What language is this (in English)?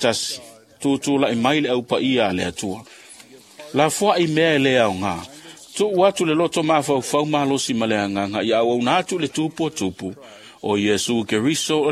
Samoan